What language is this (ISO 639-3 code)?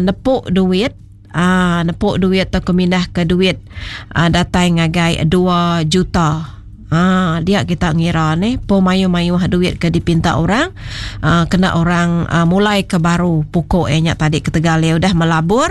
iba